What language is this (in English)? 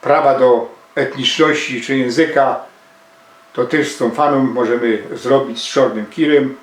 Silesian